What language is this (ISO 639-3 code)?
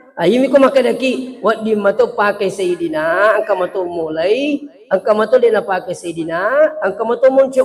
bug